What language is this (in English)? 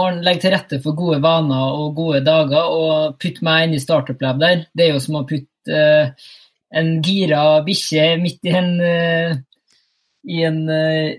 Norwegian